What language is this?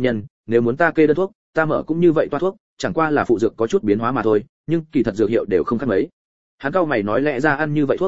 Vietnamese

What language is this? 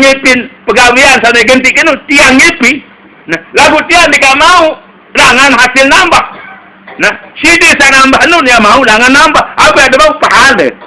Sasak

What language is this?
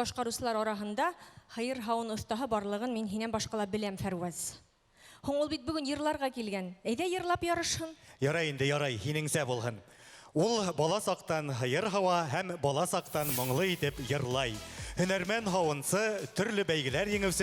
Bashkir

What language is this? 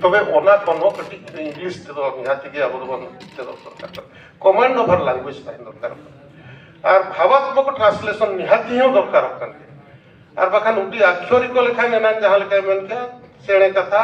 Santali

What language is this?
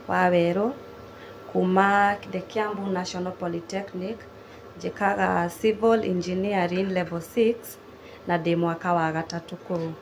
Kikuyu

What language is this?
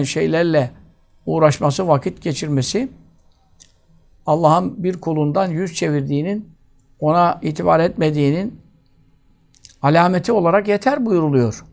Turkish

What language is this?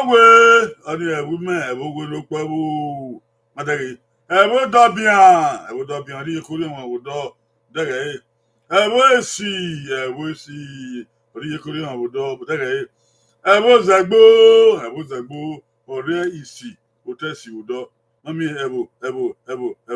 Bini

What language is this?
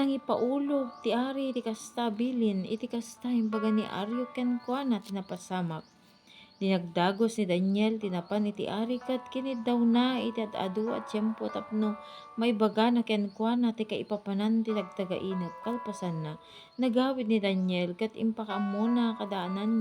Iloko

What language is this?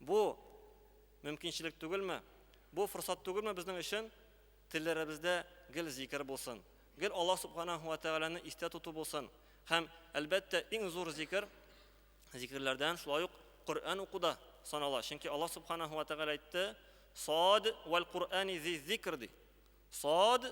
Tatar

